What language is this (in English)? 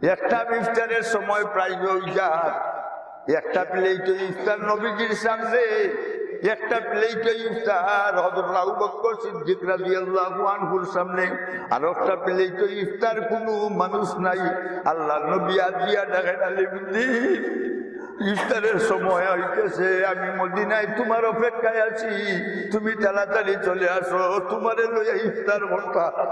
Sylheti